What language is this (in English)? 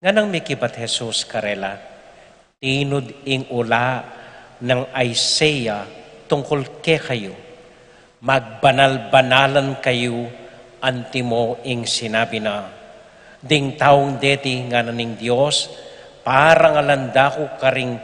Pampanga